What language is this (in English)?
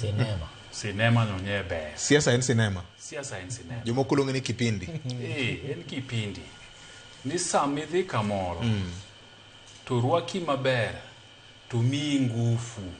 Luo (Kenya and Tanzania)